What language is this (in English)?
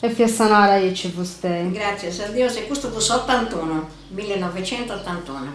Sardinian